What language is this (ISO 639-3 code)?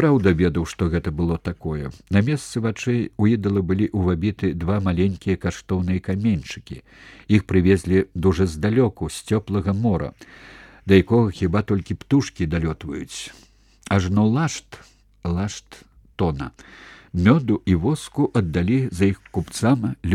bel